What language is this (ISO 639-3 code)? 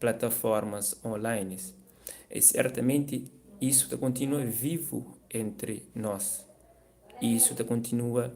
kea